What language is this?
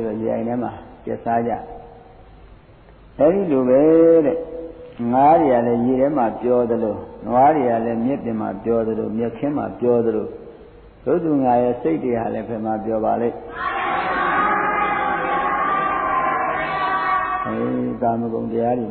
Burmese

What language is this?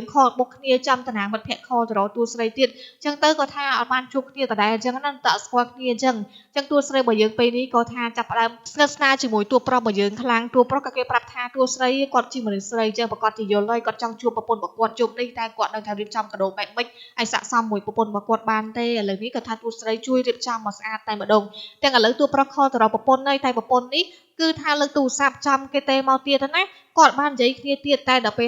Khmer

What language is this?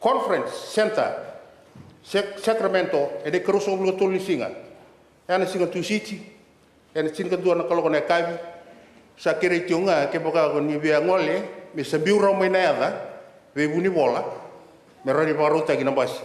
Fijian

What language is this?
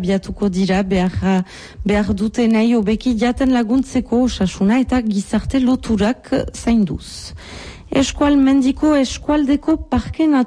Basque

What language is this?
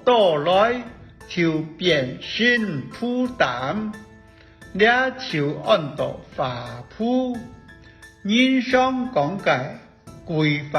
Hakka Chinese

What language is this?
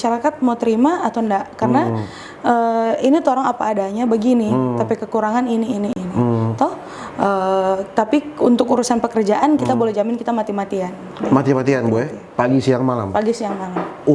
Manado Malay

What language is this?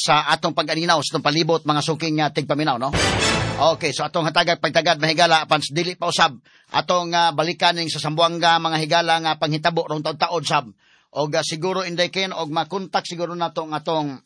Cebuano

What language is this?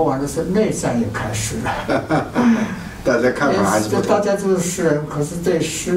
Chinese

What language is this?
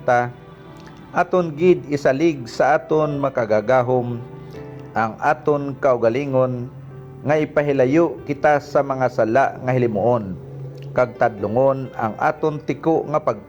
Hiligaynon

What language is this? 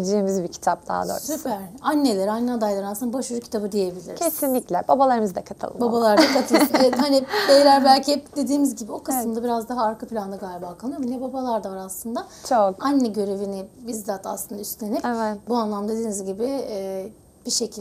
Turkish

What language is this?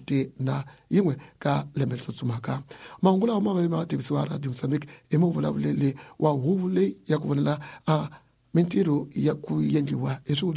Tsonga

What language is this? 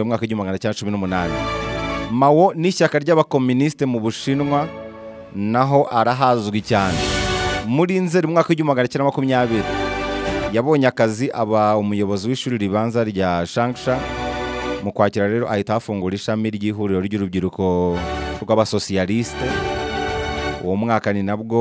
Kinyarwanda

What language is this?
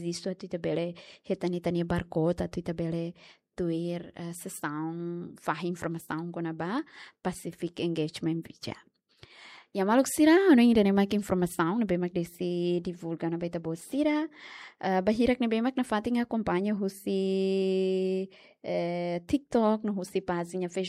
Tetum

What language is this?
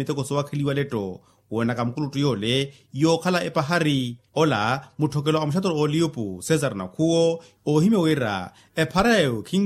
Makhuwa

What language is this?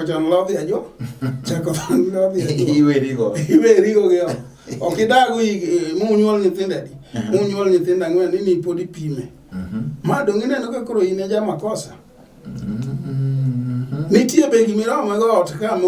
Luo (Kenya and Tanzania)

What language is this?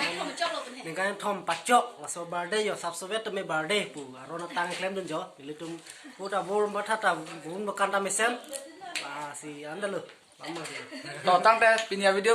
Karbi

